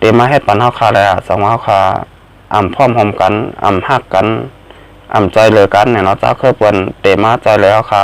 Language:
Shan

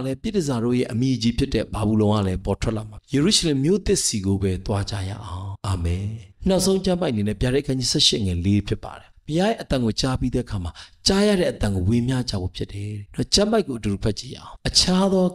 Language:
Burmese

